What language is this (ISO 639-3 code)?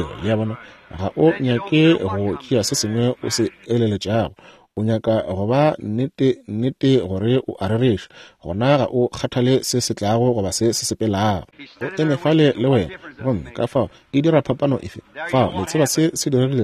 nso